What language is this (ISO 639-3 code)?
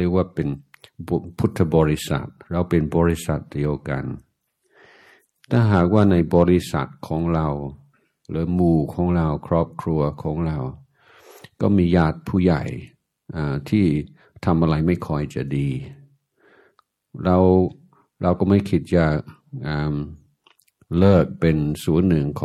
tha